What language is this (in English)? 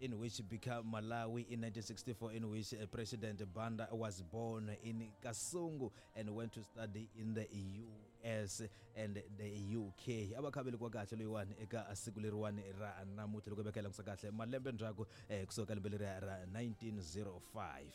Tsonga